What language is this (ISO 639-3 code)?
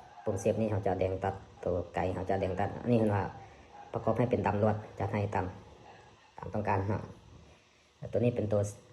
lao